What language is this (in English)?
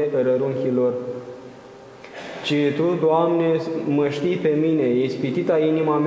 Romanian